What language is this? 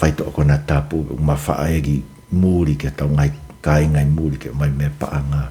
Tongan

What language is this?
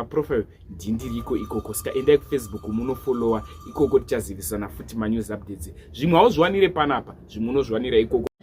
Shona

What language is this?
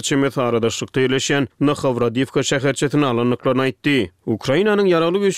Turkmen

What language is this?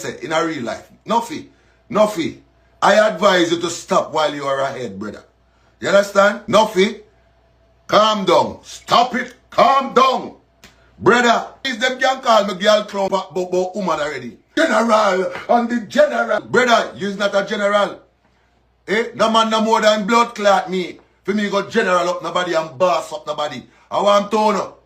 Jamaican Creole English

